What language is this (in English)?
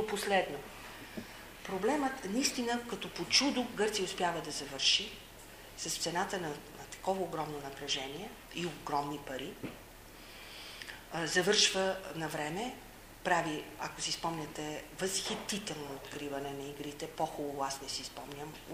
Bulgarian